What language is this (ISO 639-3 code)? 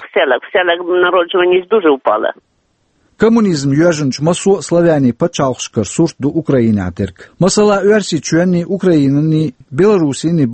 che